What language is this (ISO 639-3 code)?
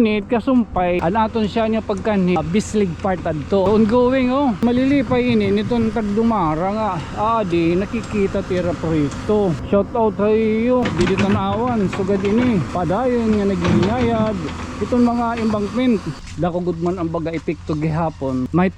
war